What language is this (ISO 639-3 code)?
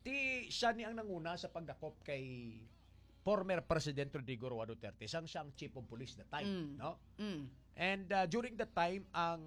hil